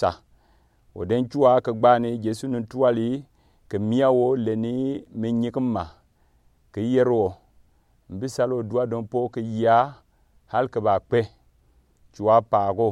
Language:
Gourmanchéma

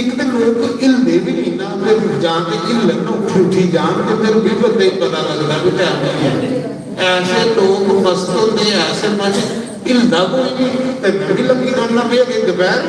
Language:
Dogri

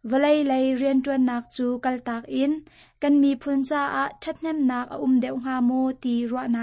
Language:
Hakha Chin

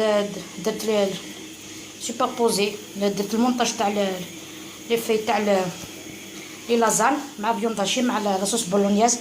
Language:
Algerian Arabic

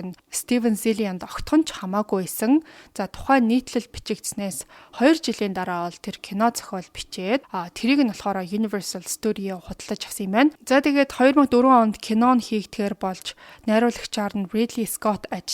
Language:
Mongolian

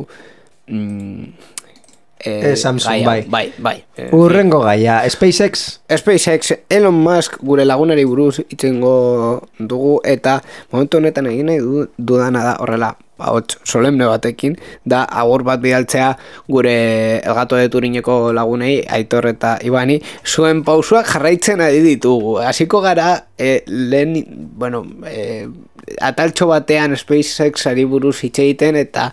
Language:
Basque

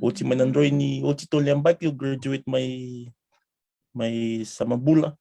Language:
Fijian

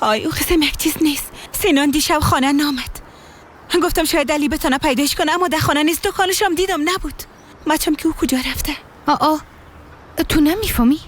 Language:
Persian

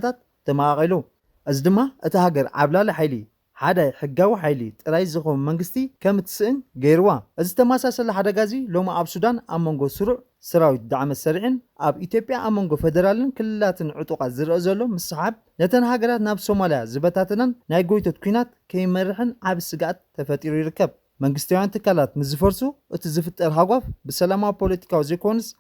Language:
Tigrinya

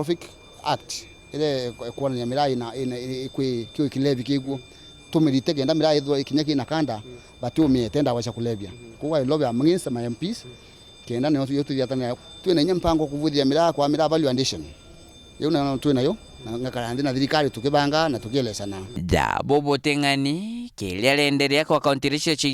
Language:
Meru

